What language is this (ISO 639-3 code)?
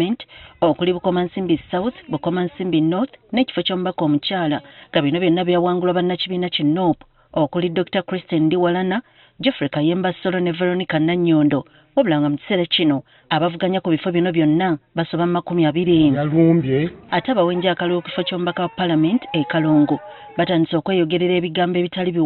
lug